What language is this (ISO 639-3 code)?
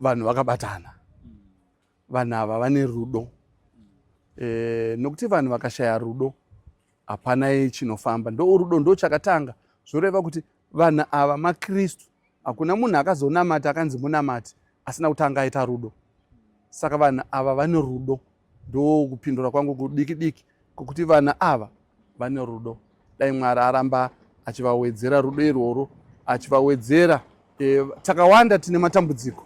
sna